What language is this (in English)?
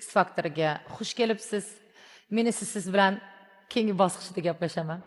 Uzbek